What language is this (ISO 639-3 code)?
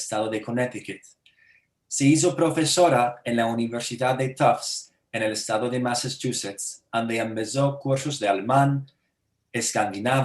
lad